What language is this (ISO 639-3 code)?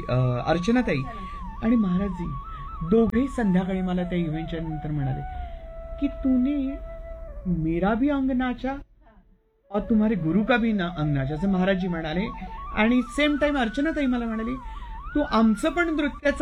mar